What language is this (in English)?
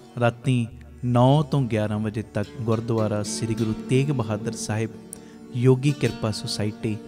Punjabi